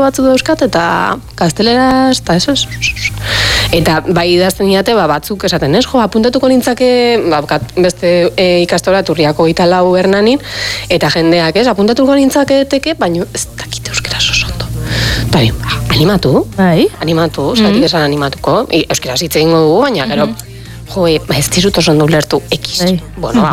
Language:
Basque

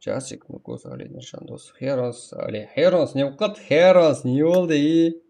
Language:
Kara-Kalpak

